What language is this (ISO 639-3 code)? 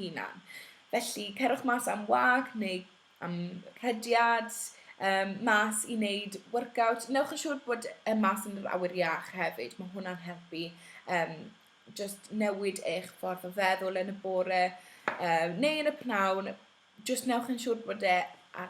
cym